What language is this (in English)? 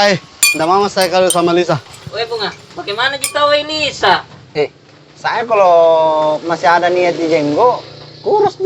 Makassar Malay